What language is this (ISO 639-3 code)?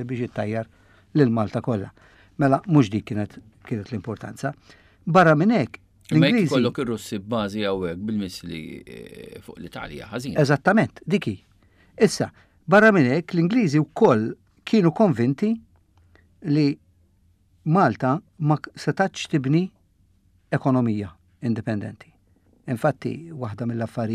mlt